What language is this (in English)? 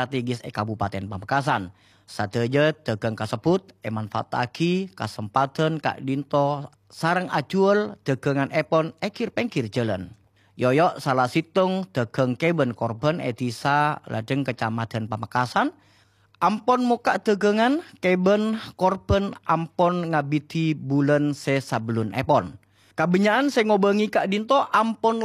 Madurese